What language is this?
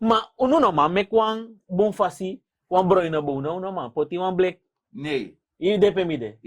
Sranan Tongo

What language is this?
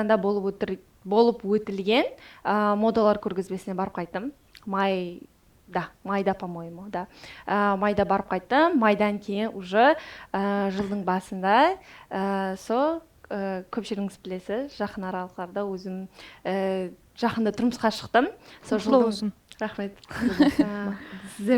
Kara-Kalpak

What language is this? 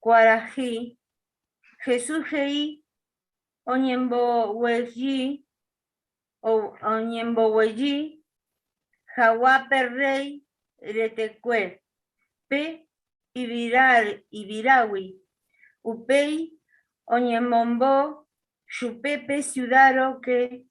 Guarani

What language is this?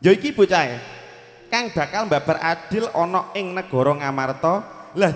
Javanese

